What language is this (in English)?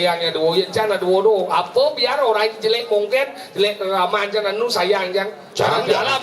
Balinese